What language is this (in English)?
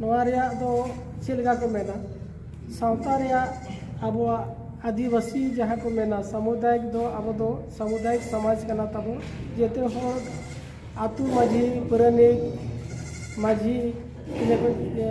Santali